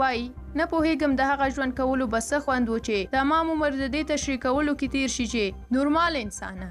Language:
Pashto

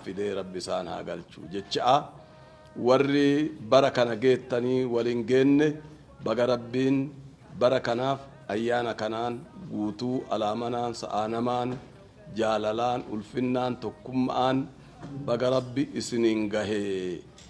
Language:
Oromo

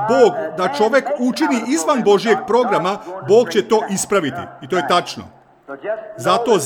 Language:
Serbian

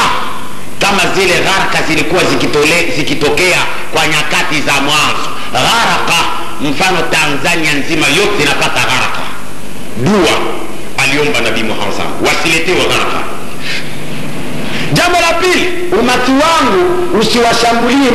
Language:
Swahili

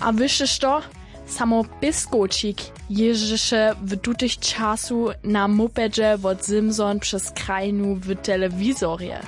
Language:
Upper Sorbian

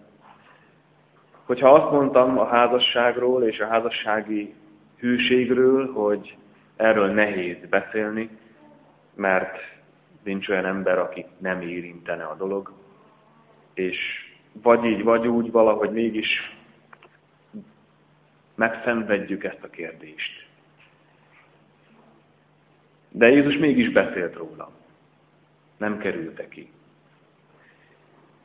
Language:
Hungarian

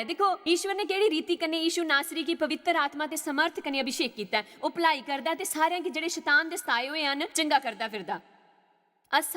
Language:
Dogri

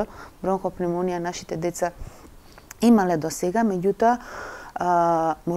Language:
Macedonian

